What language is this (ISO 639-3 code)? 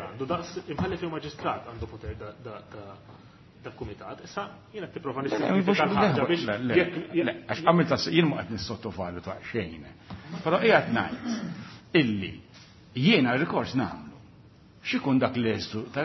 mlt